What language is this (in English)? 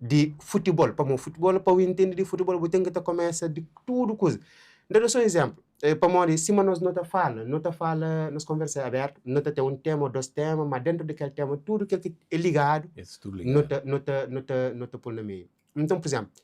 Kabuverdianu